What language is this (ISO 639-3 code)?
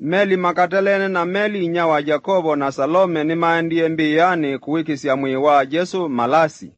kam